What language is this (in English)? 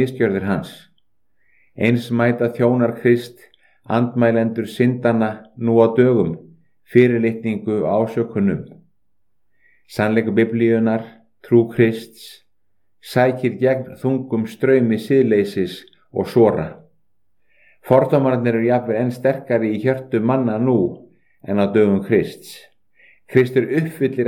Icelandic